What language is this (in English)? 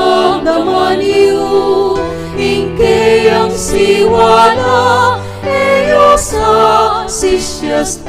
Pampanga